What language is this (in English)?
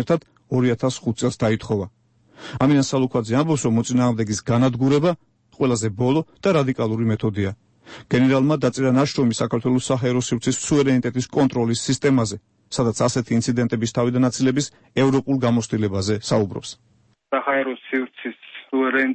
Georgian